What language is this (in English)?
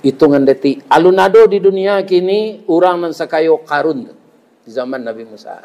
Minangkabau